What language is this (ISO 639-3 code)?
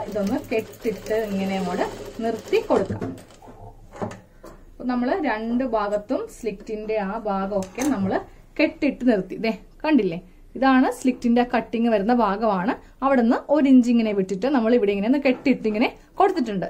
mal